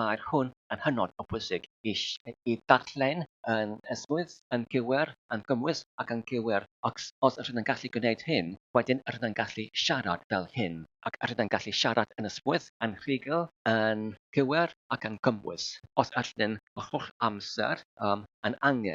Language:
Welsh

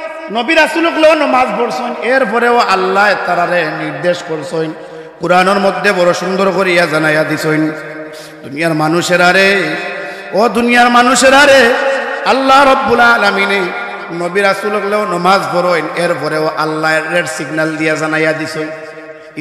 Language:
Sylheti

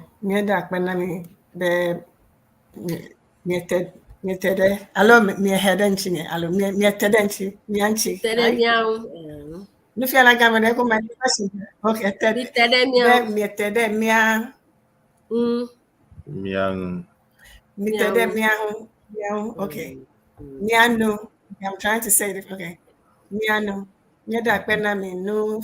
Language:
Ewe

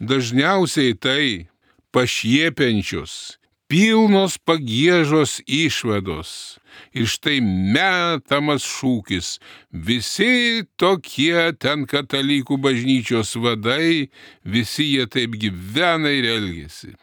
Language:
Lithuanian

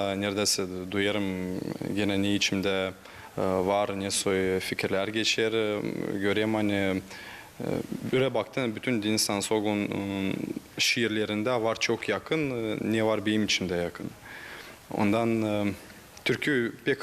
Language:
Gagauz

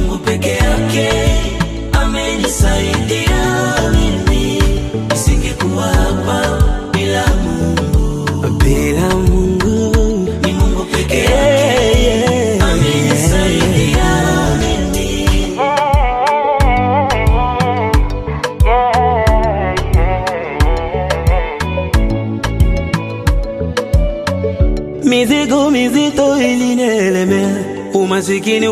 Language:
Swahili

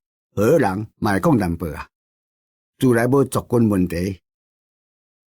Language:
Min Nan Chinese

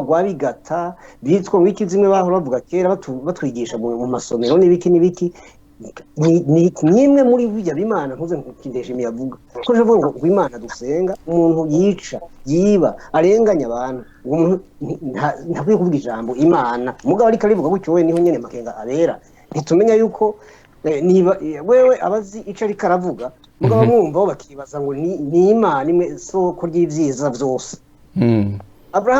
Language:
Rundi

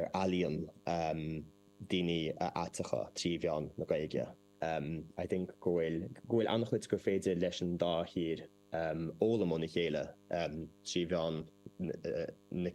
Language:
Irish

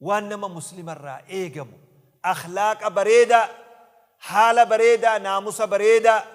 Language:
Oromo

